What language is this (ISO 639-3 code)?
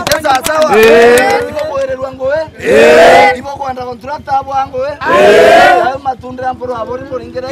mer